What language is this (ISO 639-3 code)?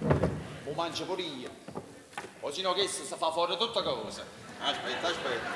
nap